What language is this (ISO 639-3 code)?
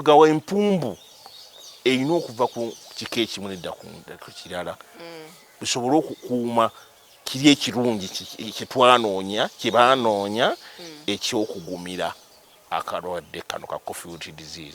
lug